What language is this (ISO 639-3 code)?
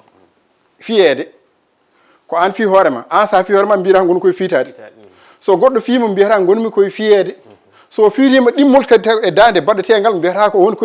ful